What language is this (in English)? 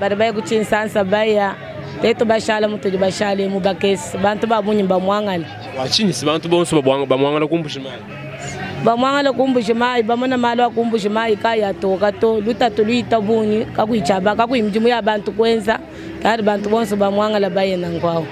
Luba-Lulua